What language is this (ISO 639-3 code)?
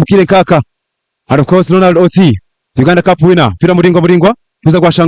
nyn